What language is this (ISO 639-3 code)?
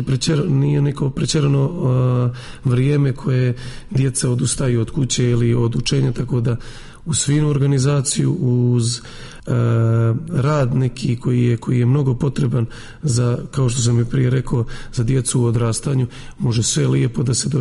srp